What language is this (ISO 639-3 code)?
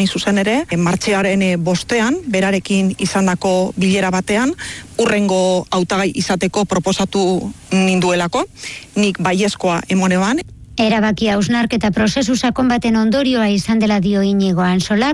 eus